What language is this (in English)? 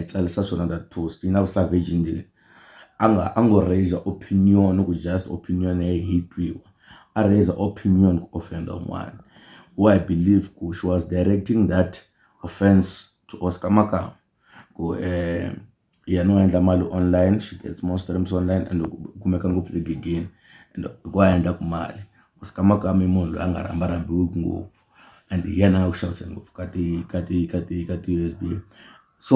Tsonga